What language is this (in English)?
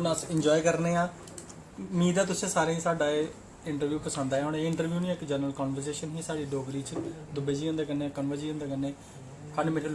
Dogri